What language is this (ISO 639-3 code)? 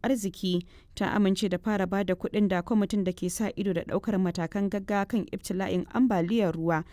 hau